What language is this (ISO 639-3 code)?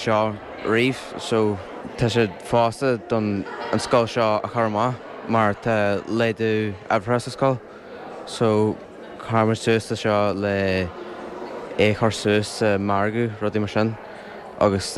gle